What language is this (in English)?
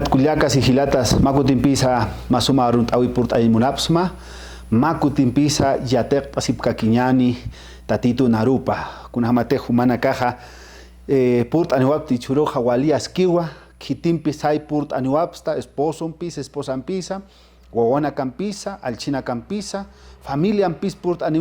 Aymara